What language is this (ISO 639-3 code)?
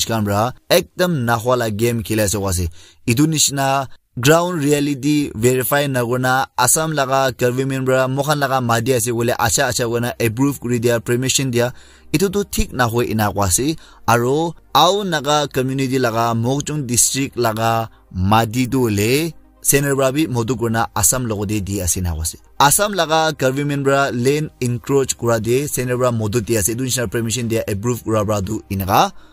nag